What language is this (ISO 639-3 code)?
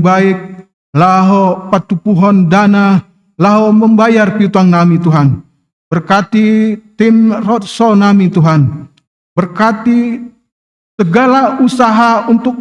bts